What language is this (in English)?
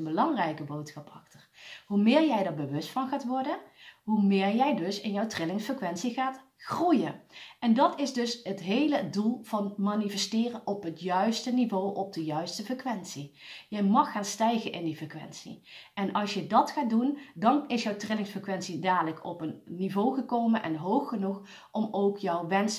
Dutch